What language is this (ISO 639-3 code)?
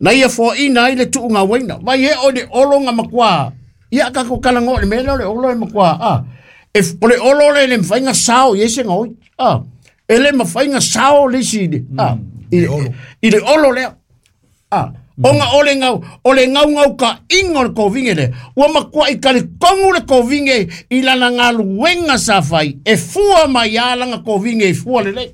smo